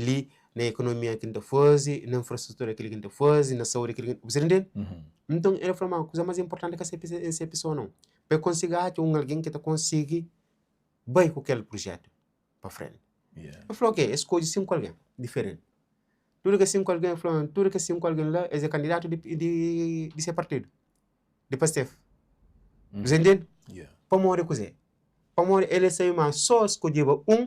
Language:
Kabuverdianu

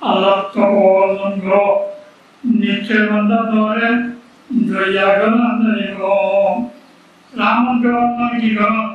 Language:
Rohingya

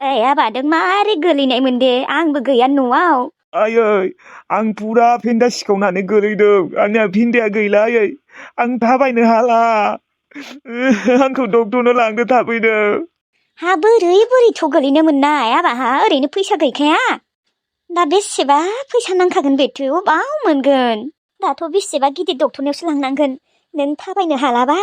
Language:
Bodo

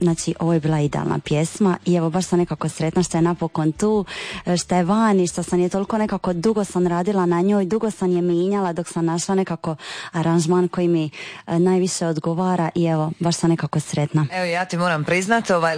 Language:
Croatian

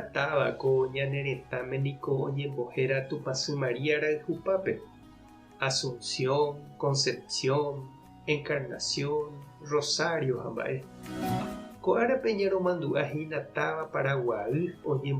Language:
Guarani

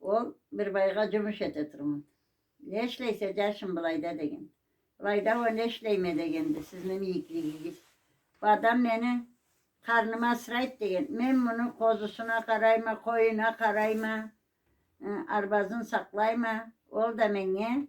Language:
Karachay-Balkar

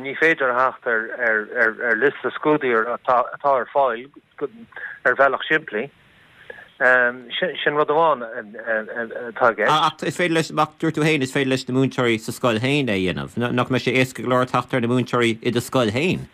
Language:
Irish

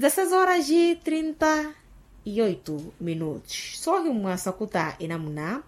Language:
Makhuwa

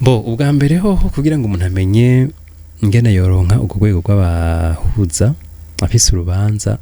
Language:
Rundi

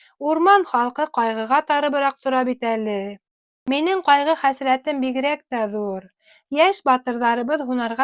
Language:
Bashkir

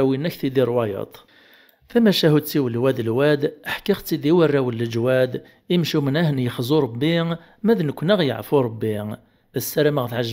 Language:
Kabyle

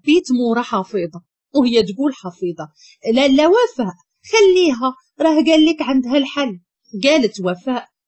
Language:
Moroccan Arabic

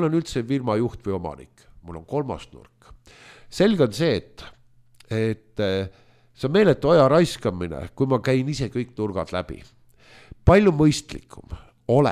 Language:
Estonian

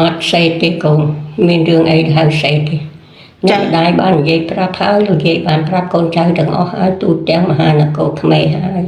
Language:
Khmer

